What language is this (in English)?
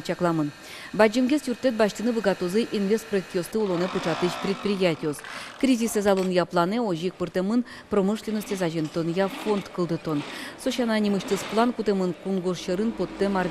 Udmurt